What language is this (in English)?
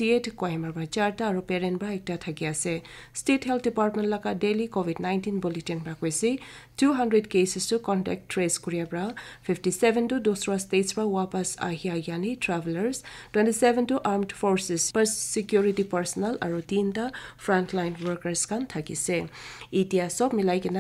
Naga Pidgin